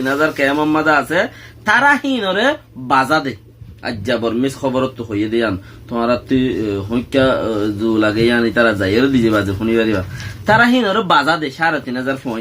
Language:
Rohingya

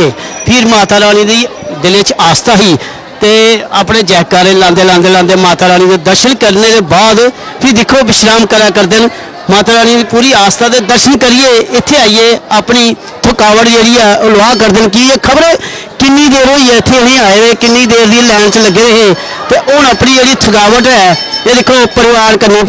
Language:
Dogri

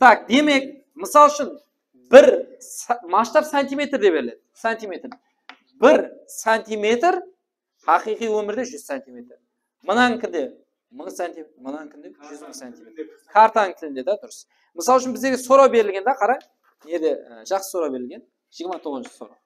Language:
Kara-Kalpak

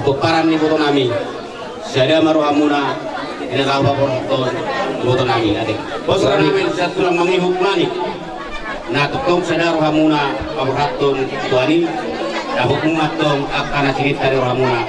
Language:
Batak Toba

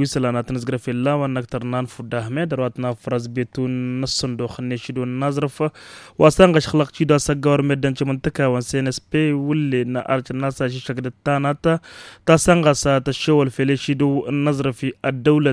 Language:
Tamasheq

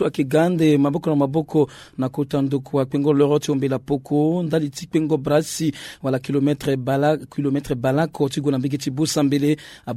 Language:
Sango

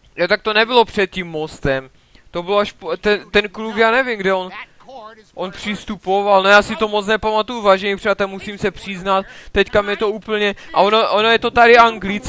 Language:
Czech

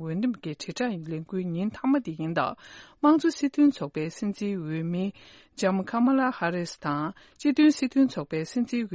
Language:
Tibetan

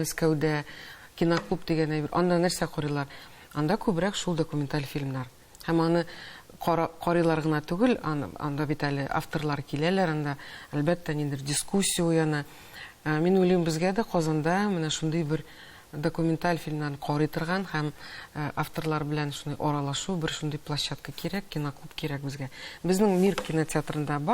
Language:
Tatar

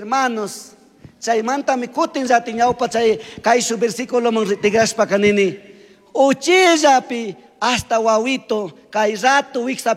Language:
Chimborazo Highland Quichua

